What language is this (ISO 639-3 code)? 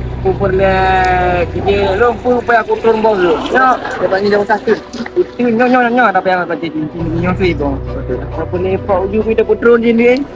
ace